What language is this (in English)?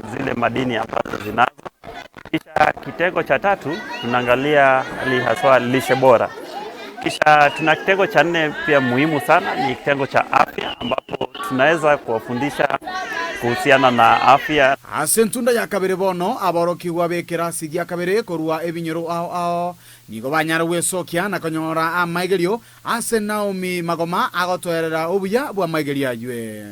Gusii